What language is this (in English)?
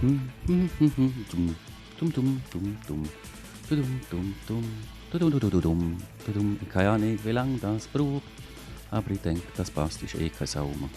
Swiss German